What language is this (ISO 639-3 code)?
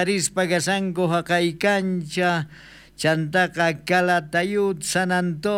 quh